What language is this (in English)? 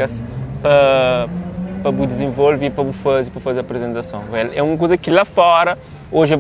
Kabuverdianu